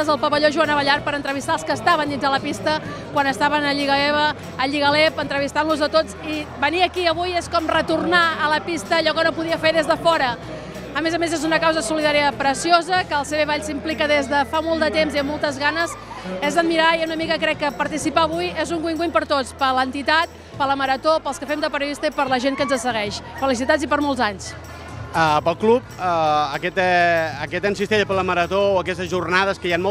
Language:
Catalan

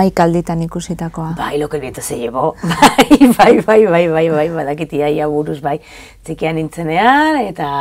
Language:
Basque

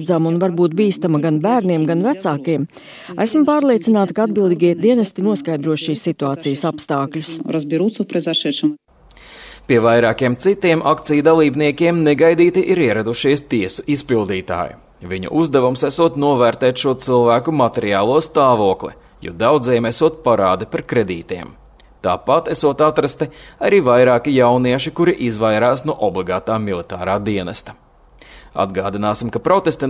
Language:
Latvian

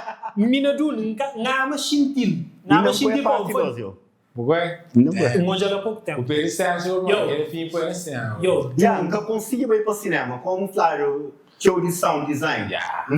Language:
Kabuverdianu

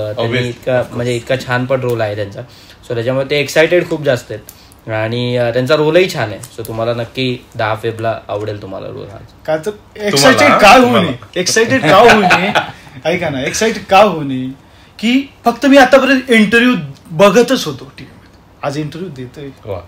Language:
Marathi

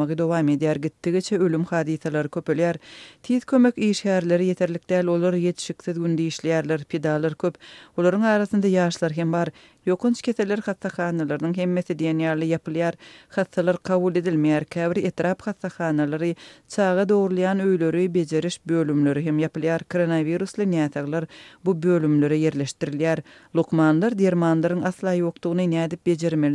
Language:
Turkmen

